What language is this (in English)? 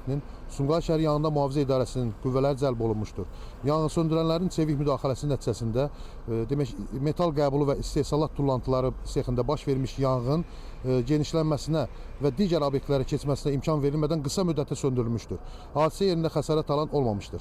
Azerbaijani